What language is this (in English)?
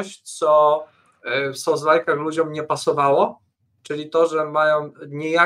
Polish